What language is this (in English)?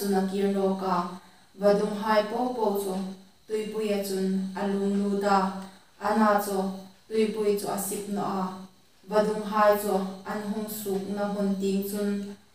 Hmar